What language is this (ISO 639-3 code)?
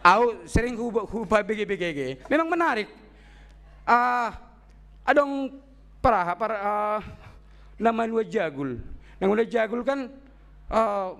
bts